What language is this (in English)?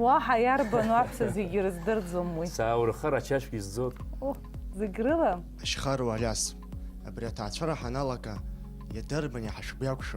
Abkhazian